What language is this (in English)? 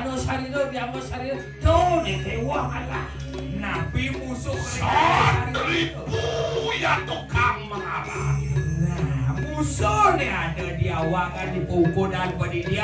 Balinese